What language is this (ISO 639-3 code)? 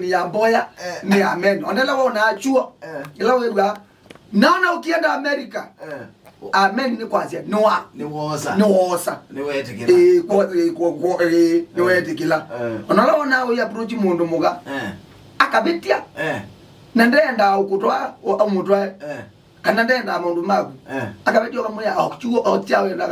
kam